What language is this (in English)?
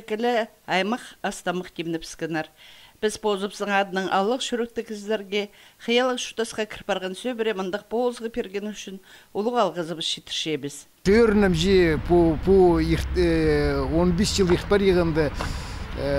Khakas